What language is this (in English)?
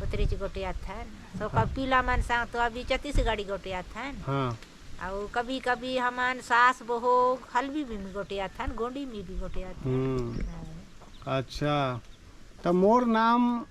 Chhattisgarhi